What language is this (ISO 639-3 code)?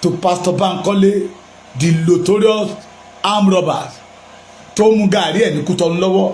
yor